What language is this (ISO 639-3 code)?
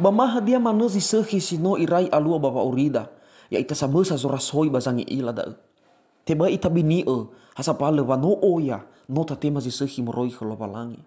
nia